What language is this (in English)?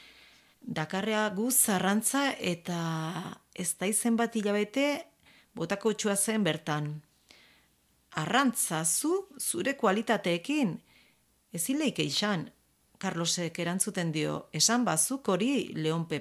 Basque